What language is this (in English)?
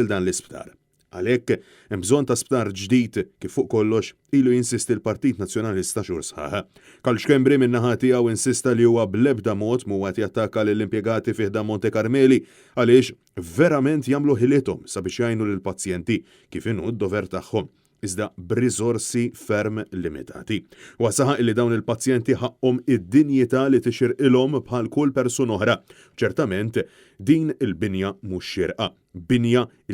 Maltese